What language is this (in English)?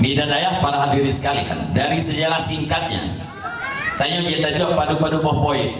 Achinese